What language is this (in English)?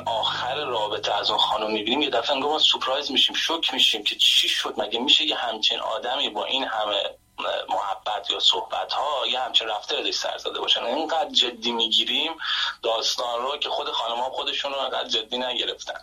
Persian